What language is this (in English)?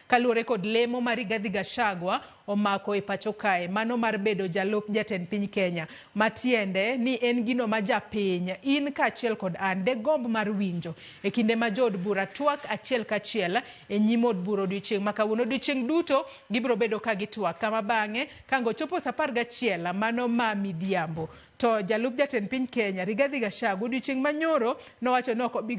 Luo (Kenya and Tanzania)